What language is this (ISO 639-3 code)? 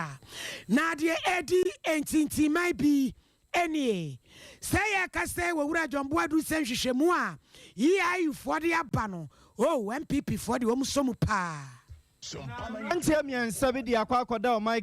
aka